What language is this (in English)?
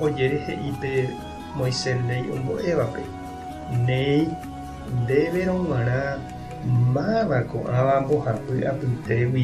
Guarani